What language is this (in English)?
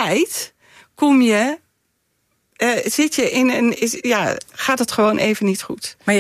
Dutch